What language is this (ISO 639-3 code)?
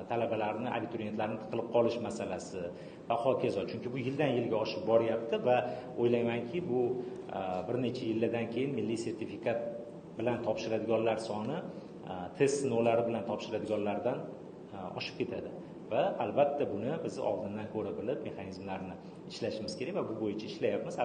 uzb